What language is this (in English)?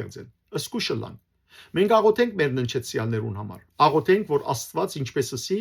Western Armenian